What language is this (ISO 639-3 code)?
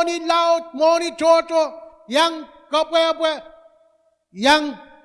pon